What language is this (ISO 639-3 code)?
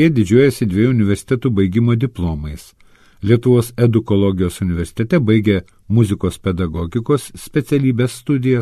lit